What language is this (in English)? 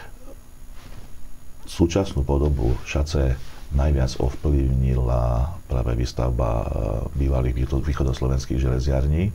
Slovak